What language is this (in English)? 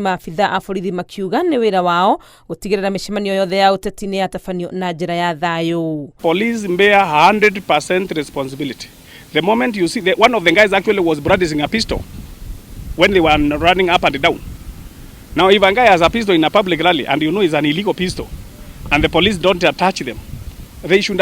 Kikuyu